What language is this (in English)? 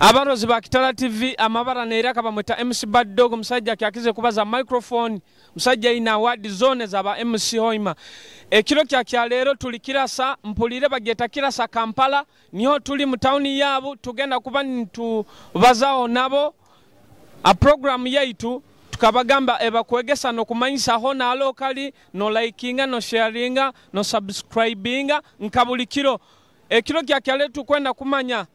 Nyoro